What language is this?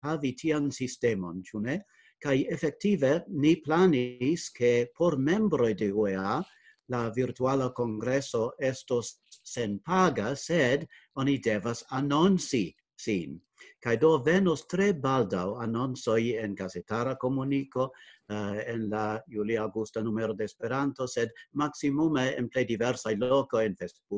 Esperanto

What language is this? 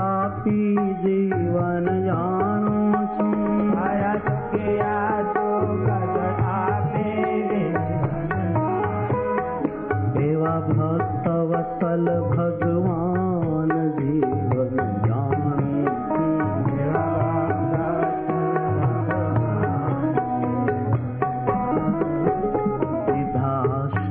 Gujarati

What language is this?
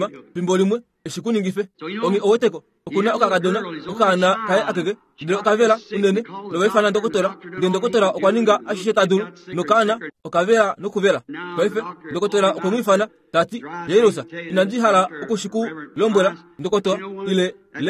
Kuanyama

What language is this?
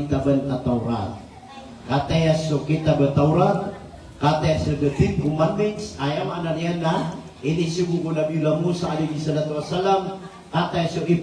Maranao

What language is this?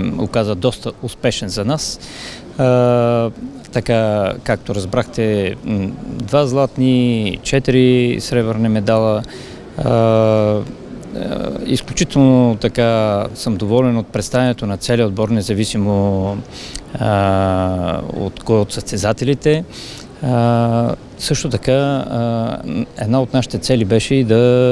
Bulgarian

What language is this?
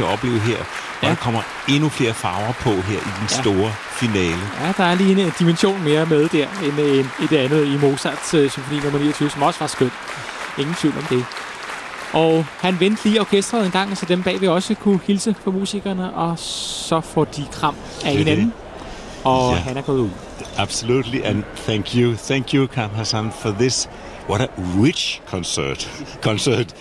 Danish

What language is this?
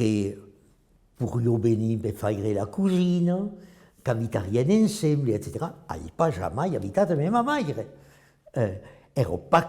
Occitan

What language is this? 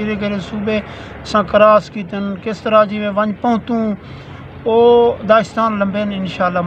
Saraiki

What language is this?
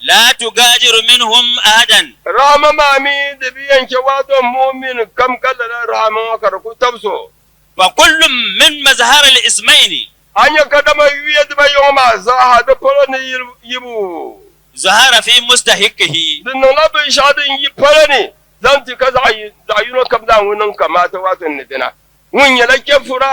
Dagbani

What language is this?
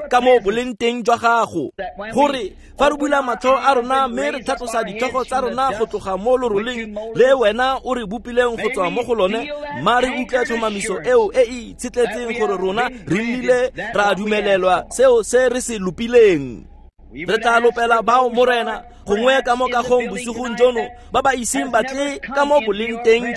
Tswana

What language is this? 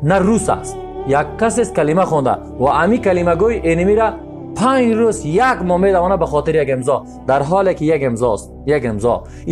Persian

